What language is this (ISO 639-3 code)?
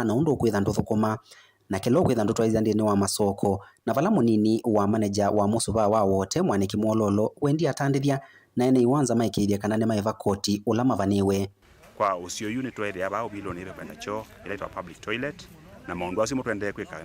kam